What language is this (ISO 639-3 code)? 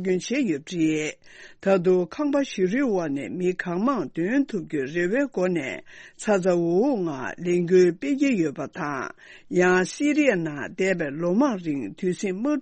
bod